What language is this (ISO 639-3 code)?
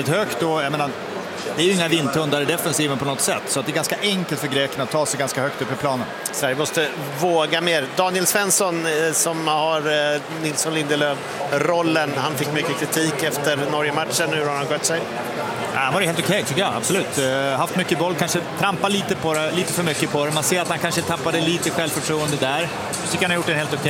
swe